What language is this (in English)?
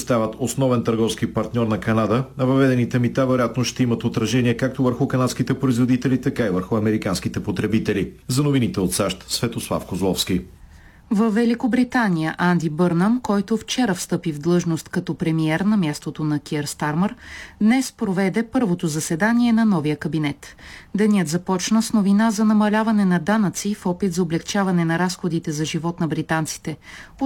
Bulgarian